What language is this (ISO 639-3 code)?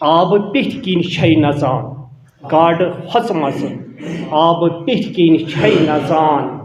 kas